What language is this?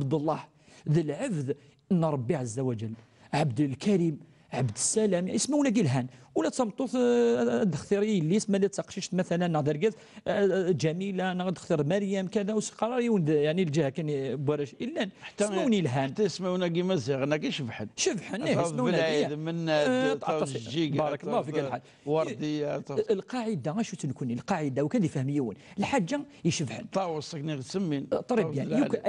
Kabyle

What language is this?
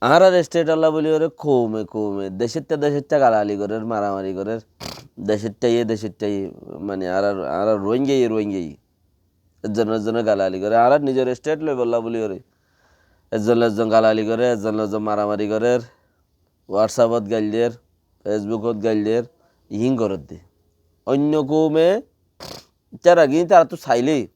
Rohingya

